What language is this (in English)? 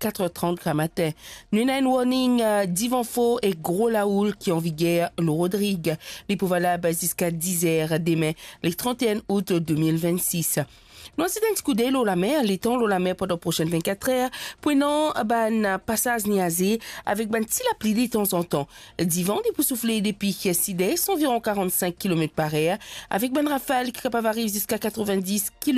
Morisyen